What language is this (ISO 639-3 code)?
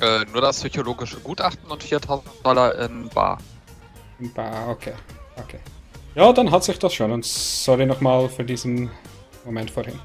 gsw